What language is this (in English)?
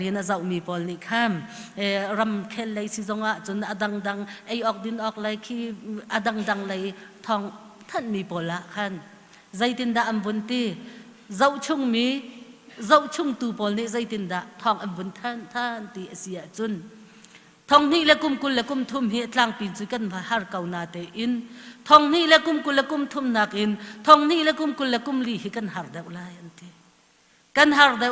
Hakha Chin